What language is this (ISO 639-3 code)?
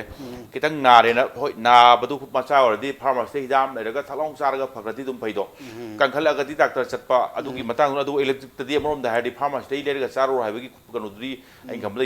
mni